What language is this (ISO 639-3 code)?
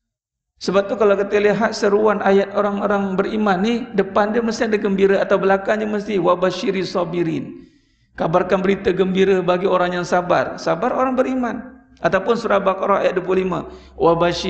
msa